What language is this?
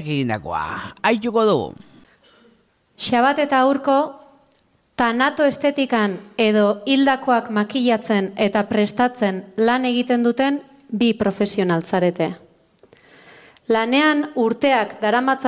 Basque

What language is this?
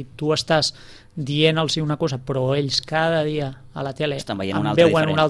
Catalan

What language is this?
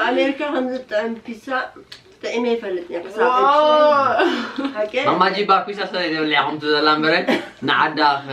Tigrinya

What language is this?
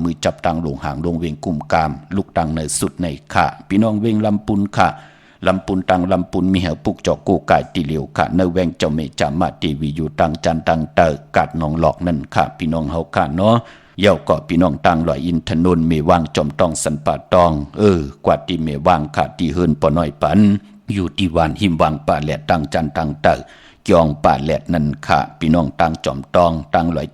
Shan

